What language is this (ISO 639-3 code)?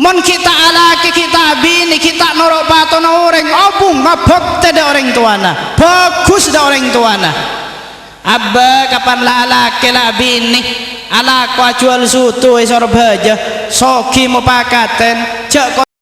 mad